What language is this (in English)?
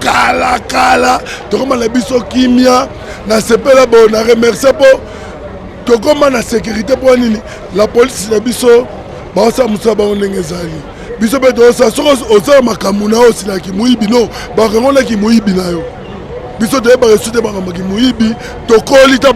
Lingala